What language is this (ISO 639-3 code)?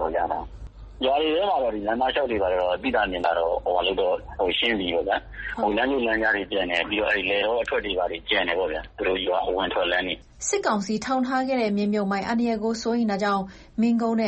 mya